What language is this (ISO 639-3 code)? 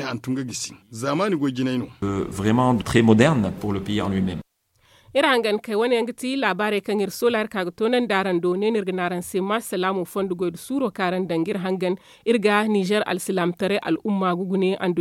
dje